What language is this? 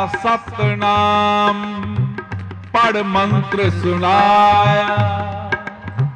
Punjabi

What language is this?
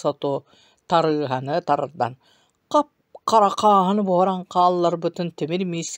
Yakut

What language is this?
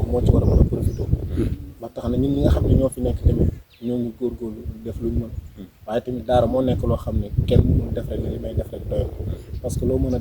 Wolof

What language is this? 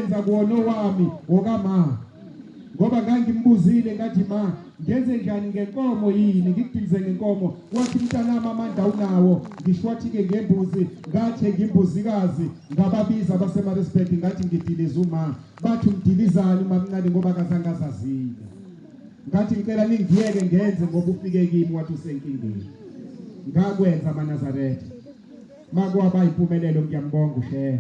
Zulu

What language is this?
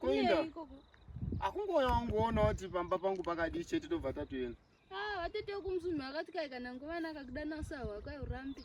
Shona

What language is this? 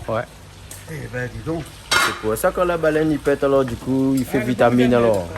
Réunion Creole French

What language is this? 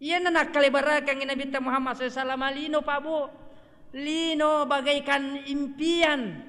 Buginese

